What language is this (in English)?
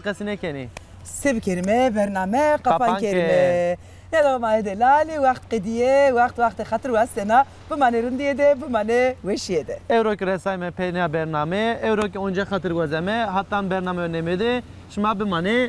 Zaza